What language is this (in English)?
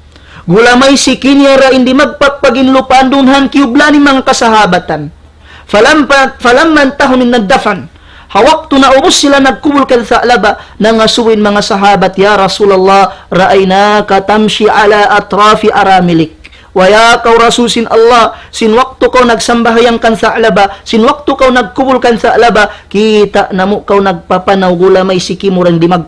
Tausug